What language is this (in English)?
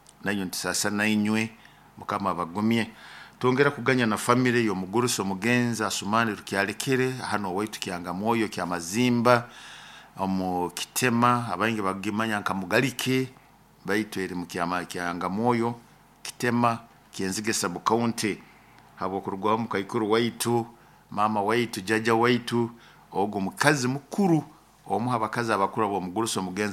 Nyoro